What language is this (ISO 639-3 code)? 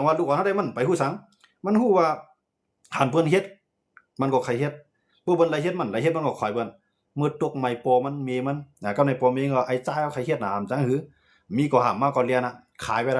shn